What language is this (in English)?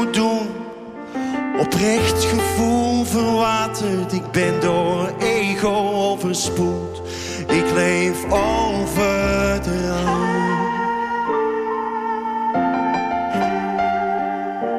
Dutch